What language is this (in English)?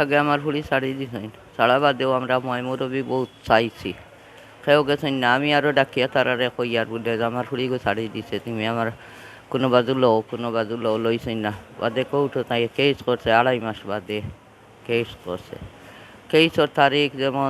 Sylheti